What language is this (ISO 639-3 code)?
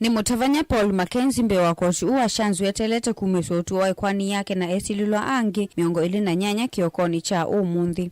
kam